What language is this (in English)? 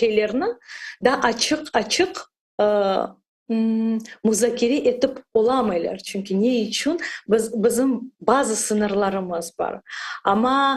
Crimean Tatar